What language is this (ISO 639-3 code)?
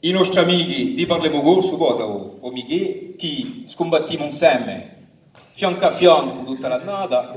cos